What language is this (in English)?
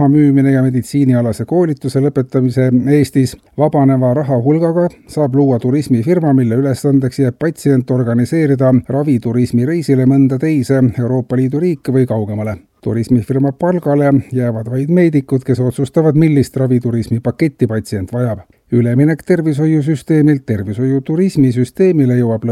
Estonian